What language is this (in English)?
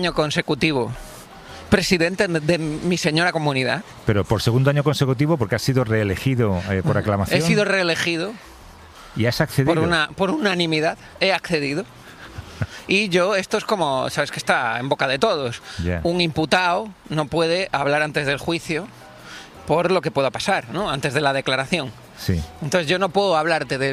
Spanish